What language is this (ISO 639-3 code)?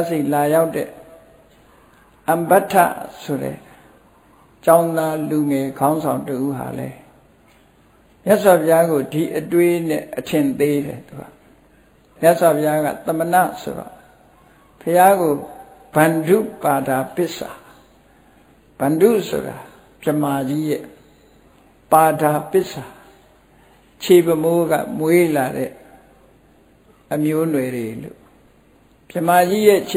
mya